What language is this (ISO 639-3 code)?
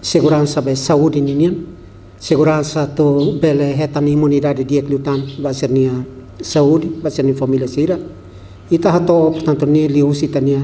tet